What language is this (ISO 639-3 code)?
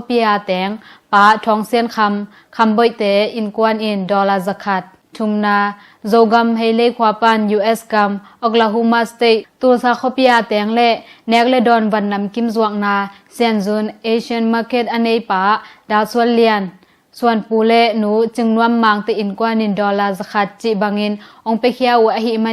ctd